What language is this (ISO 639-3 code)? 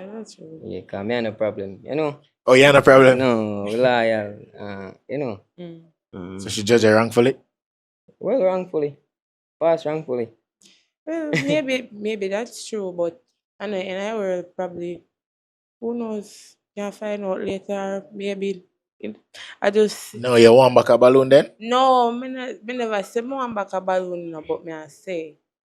jam